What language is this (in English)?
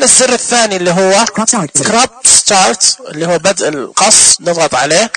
Najdi Arabic